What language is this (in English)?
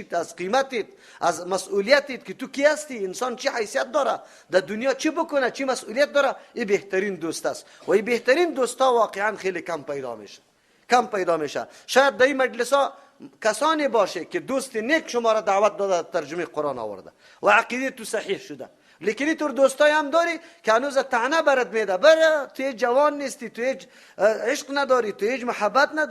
Persian